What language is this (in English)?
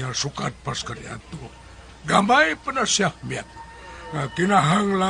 Cebuano